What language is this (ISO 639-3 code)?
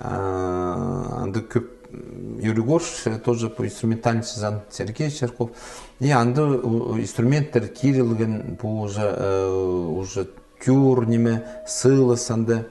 kjh